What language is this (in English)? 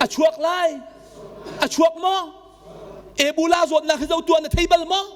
Hakha Chin